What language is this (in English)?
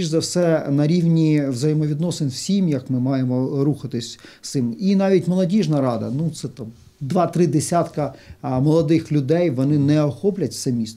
Ukrainian